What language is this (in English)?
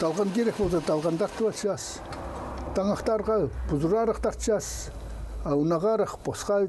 Khakas